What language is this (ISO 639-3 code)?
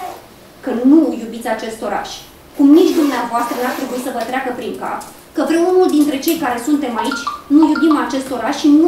ron